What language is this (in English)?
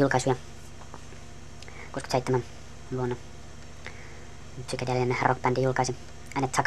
Finnish